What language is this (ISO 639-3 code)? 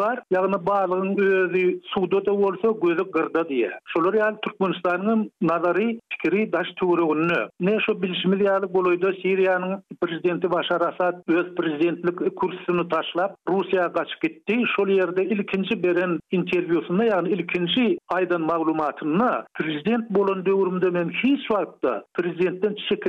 tuk